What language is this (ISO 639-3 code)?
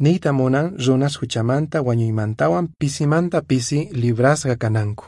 que